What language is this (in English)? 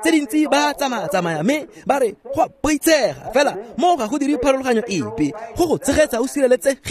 Tswana